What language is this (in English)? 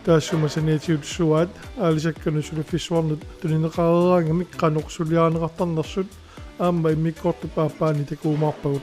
Kalaallisut